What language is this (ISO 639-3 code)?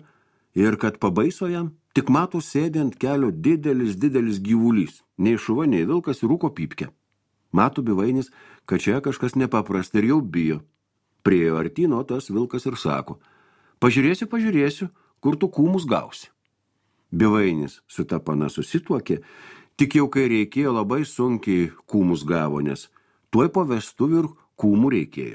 lit